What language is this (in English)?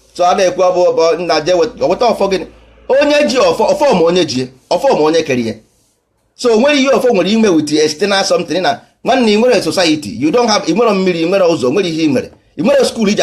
Igbo